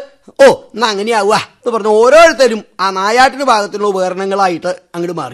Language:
Malayalam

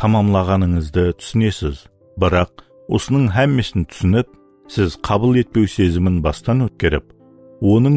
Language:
Kara-Kalpak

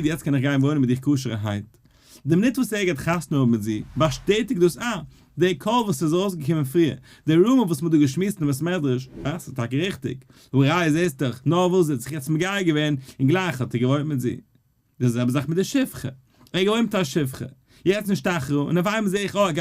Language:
Yiddish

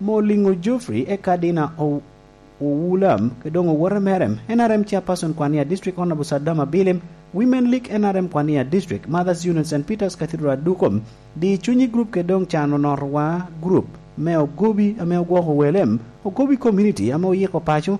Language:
Lango (Uganda)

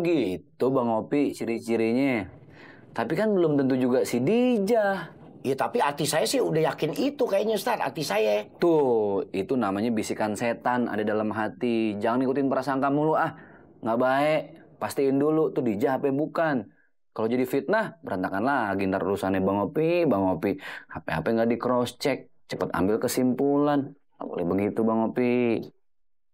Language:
Betawi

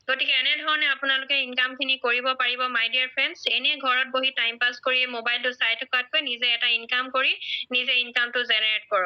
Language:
Assamese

